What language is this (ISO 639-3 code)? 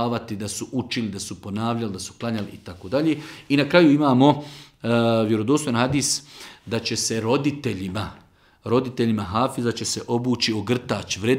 bos